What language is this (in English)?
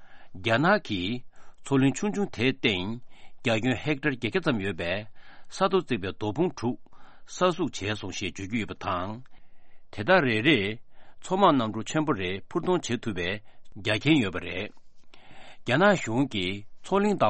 Tibetan